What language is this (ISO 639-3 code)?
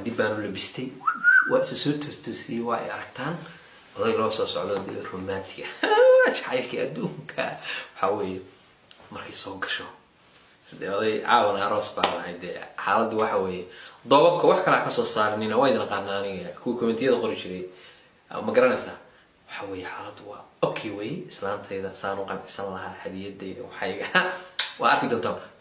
som